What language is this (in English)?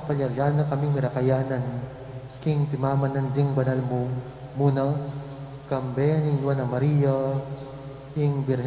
Pampanga